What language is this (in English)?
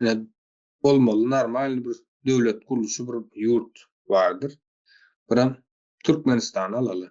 Turkmen